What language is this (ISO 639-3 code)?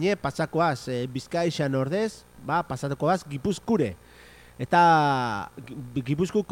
eus